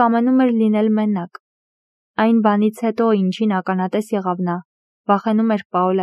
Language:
Armenian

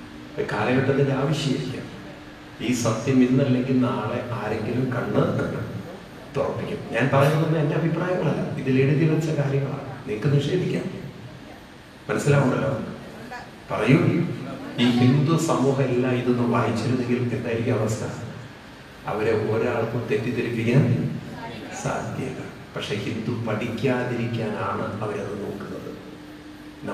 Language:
Malayalam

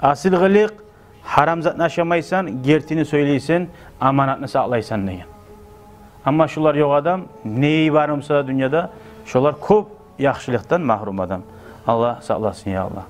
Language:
Kumyk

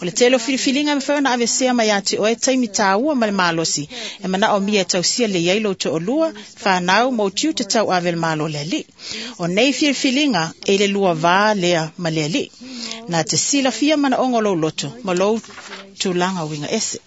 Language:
Samoan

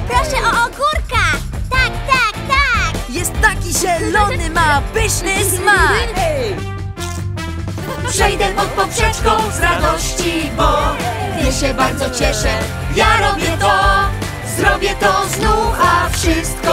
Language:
Polish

